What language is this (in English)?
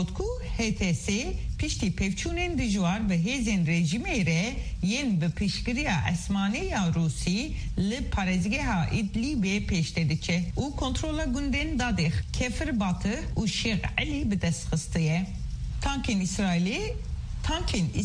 Kurdish